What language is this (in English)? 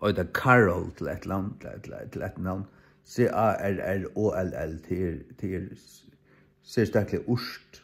Faroese